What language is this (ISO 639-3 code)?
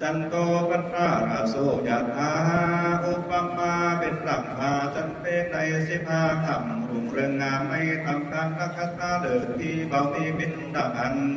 khb